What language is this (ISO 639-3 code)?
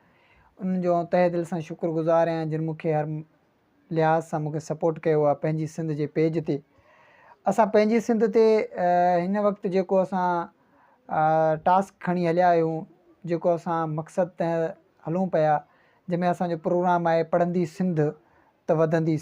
snd